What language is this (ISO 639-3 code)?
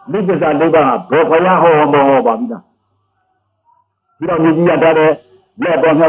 mya